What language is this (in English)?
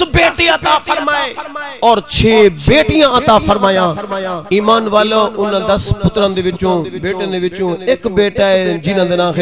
Saraiki